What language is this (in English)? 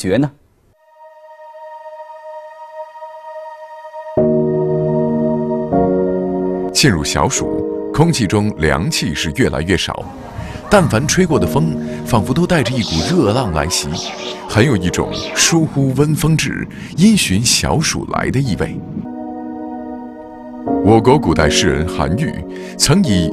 Chinese